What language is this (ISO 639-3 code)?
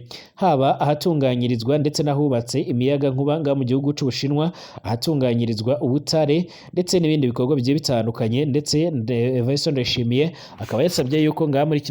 run